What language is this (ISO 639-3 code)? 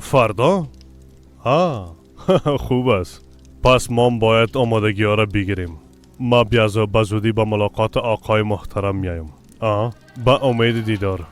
fas